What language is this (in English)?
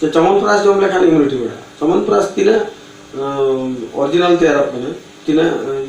Santali